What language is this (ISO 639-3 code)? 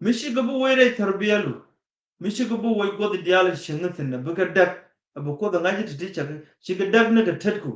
nus